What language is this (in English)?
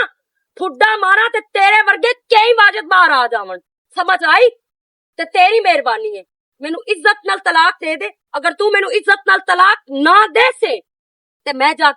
Western Panjabi